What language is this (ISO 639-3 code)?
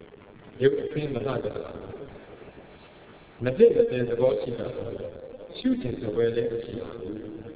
mya